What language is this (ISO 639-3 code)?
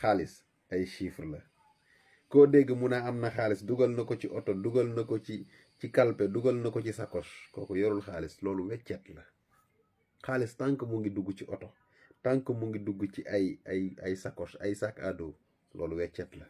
wol